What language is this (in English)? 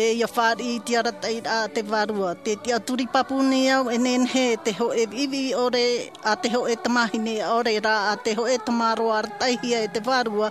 Tahitian